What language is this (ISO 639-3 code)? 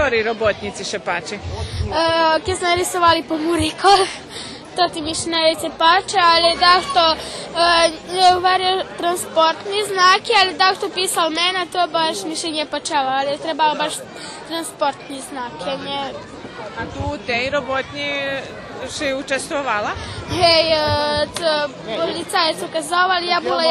rue